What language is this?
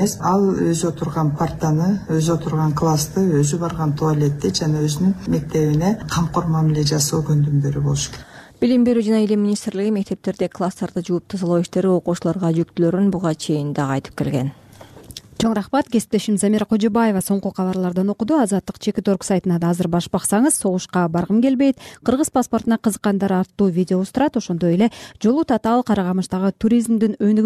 Kyrgyz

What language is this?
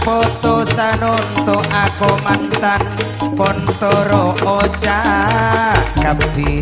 Madurese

